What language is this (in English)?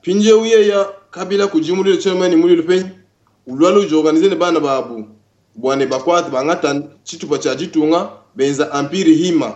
Luba-Lulua